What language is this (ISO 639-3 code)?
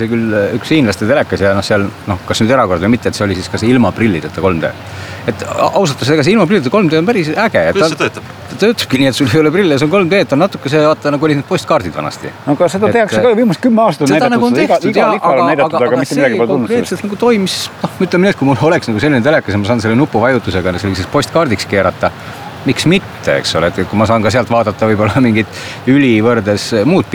est